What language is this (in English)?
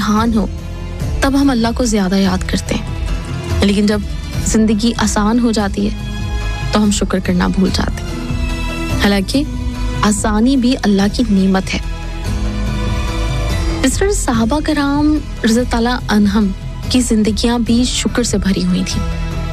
Urdu